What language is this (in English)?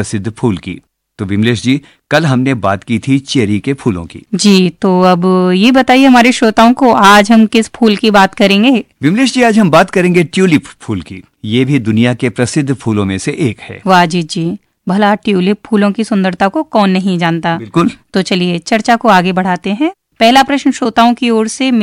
Hindi